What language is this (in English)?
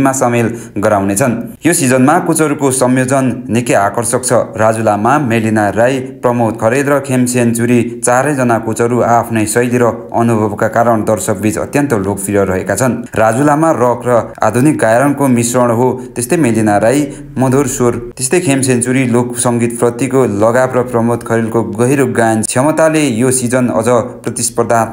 Nepali